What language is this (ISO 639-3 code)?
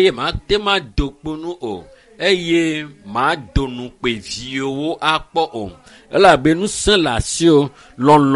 ewe